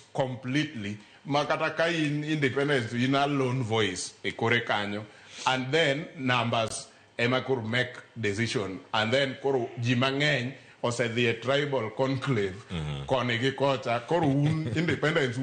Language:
Luo (Kenya and Tanzania)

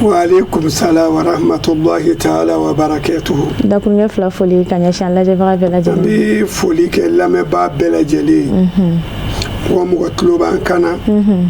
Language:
Bambara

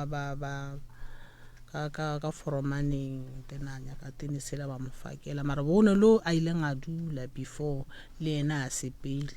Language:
Northern Sotho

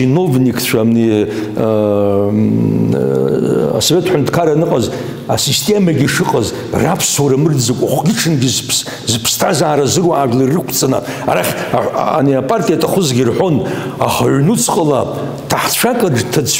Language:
Abkhazian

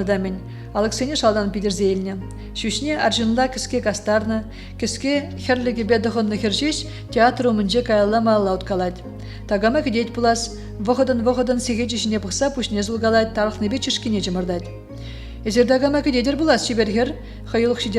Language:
Chuvash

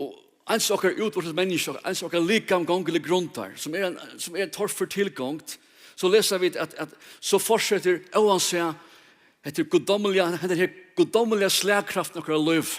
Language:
Faroese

